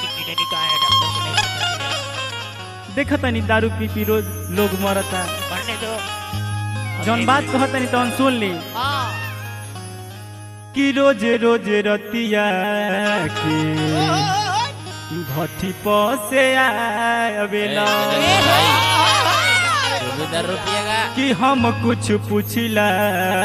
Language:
Bhojpuri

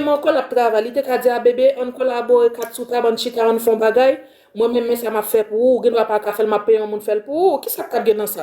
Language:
Haitian Creole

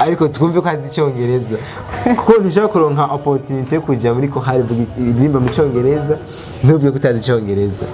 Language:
Rundi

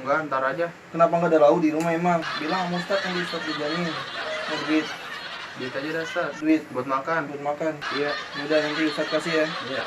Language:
Betawi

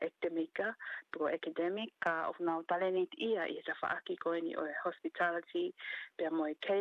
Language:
Tongan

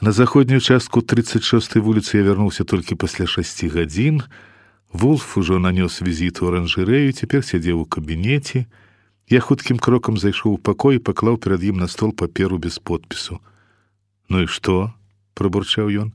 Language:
Belarusian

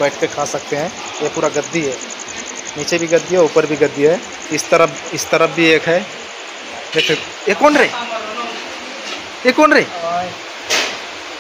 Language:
Hindi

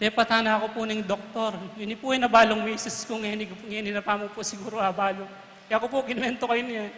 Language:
Pampanga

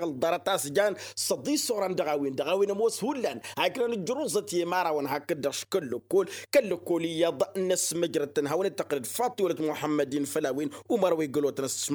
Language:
Tamasheq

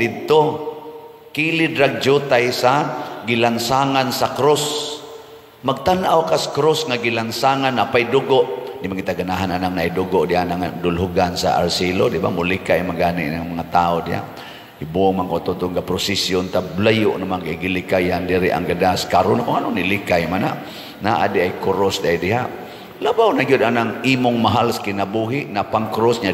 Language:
Cebuano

